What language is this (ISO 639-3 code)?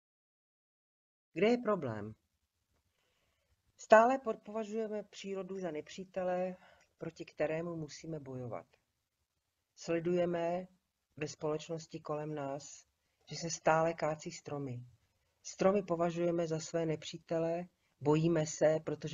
ces